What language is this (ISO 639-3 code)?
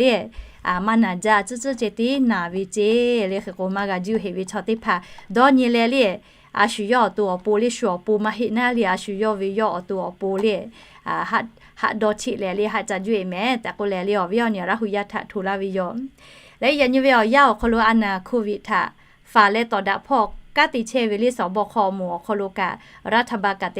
lhu